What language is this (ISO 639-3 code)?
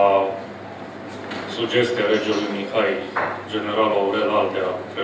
ron